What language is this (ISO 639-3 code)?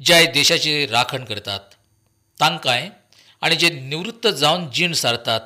kok